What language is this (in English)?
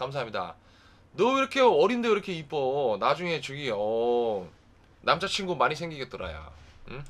Korean